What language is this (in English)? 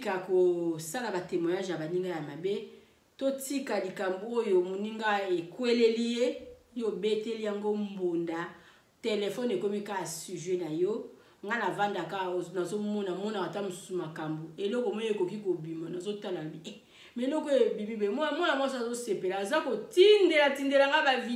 Lingala